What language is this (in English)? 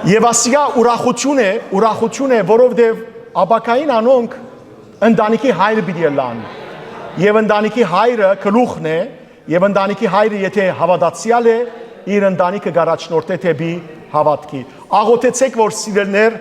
Western Armenian